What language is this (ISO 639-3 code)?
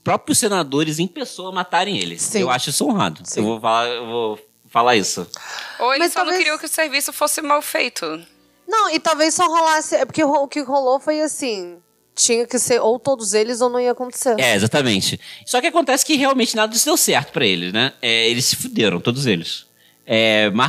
por